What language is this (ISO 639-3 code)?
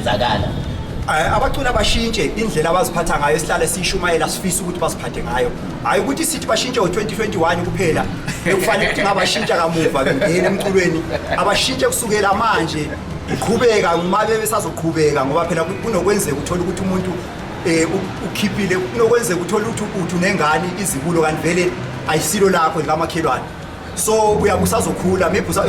zul